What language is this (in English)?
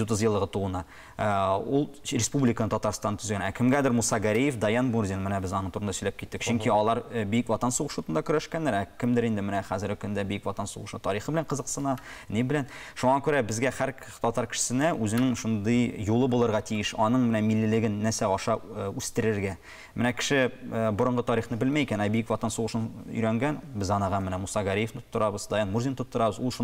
Tatar